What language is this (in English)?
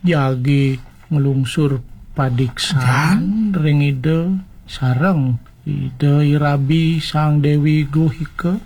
Balinese